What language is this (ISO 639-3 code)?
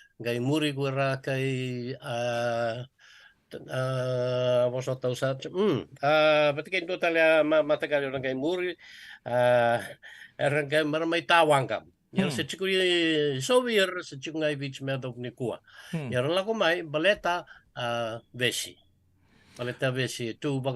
fij